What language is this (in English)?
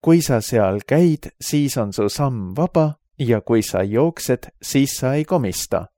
Estonian